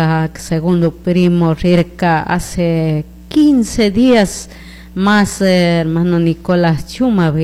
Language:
Chimborazo Highland Quichua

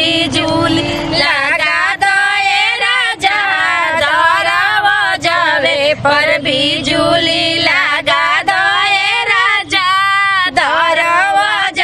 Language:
Bhojpuri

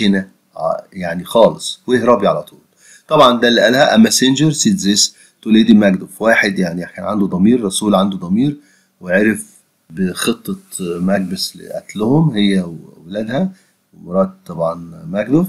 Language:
Egyptian Arabic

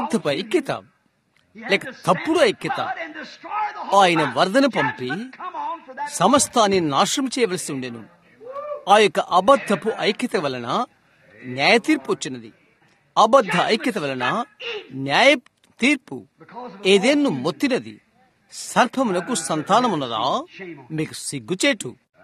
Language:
Telugu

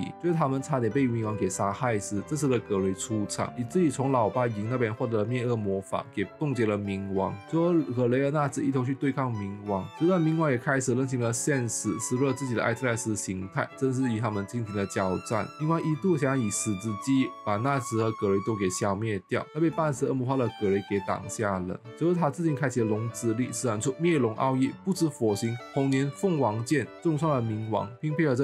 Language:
Chinese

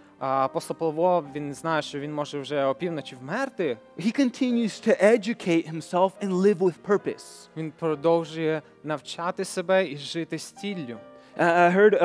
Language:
Ukrainian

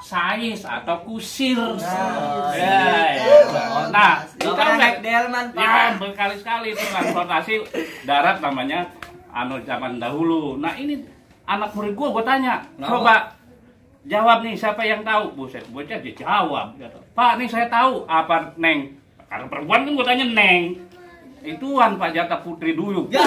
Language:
Betawi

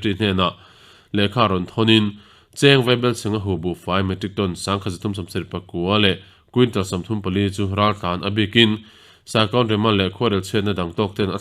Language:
Mizo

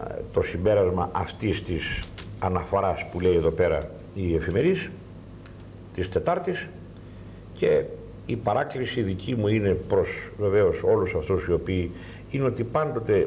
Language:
Greek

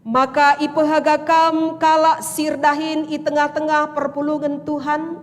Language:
Batak Karo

